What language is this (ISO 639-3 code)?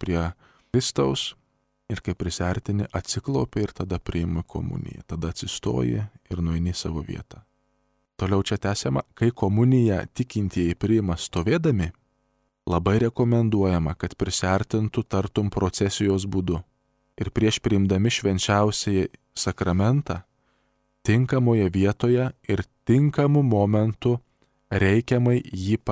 lit